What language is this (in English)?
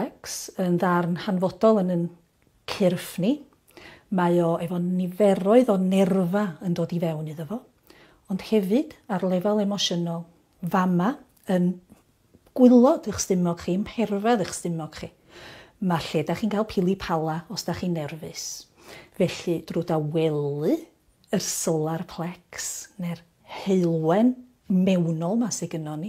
Welsh